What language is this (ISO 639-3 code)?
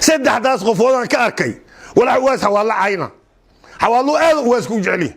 som